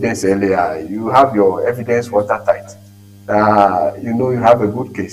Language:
Ewe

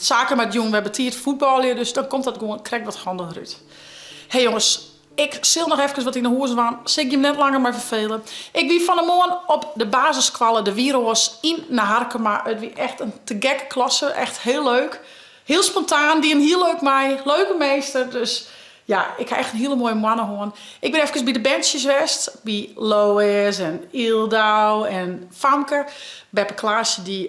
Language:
Western Frisian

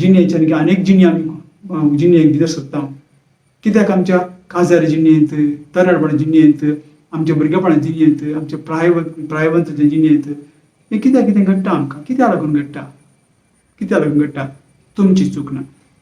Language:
Konkani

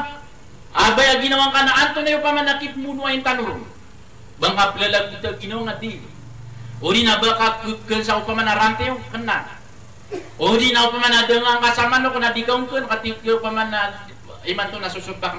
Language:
Maranao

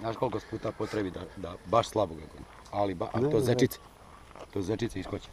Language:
Bosnian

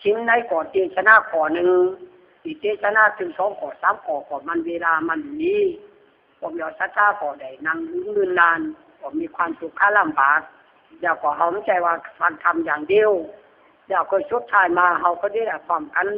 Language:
Lü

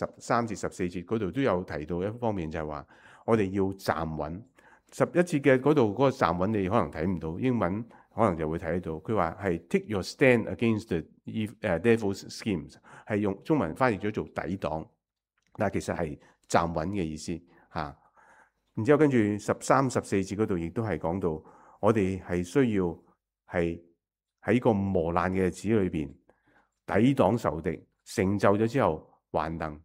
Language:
Cantonese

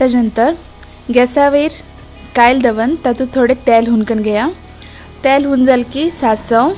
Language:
Konkani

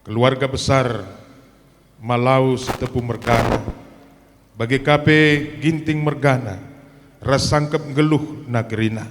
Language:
Batak Karo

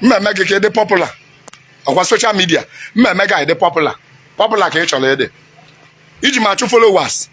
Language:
Igbo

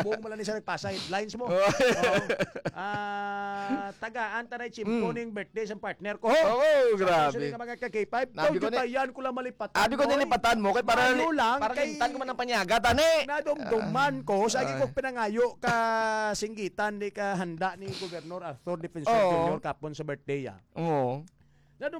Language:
Hiligaynon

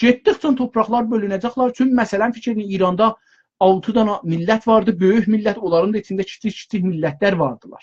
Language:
South Azerbaijani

